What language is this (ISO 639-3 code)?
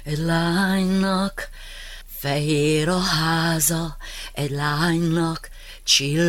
hun